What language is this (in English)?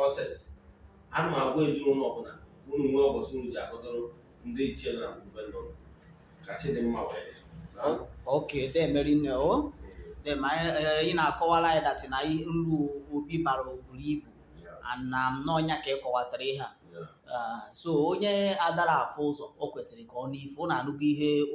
Igbo